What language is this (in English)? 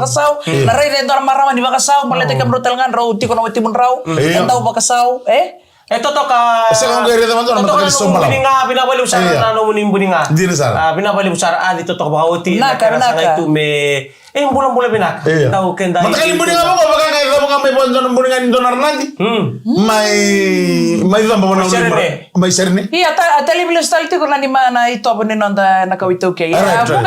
Fijian